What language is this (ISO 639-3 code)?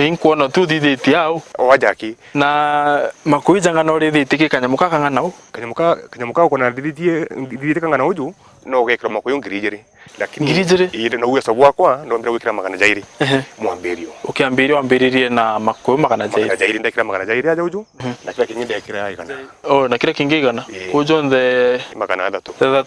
mer